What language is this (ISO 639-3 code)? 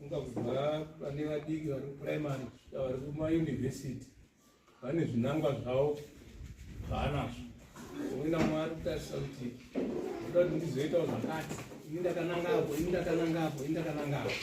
sna